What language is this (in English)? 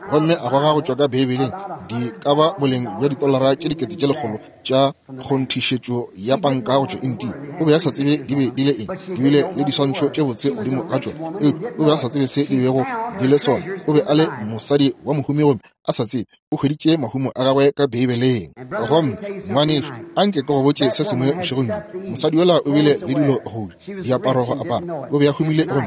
Northern Sotho